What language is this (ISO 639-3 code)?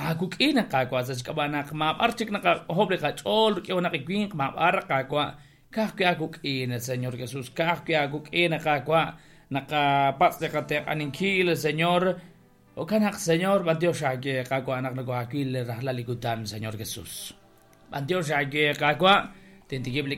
kek